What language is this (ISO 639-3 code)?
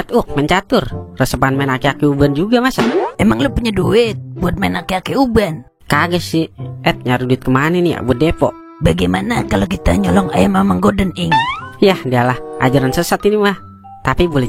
bew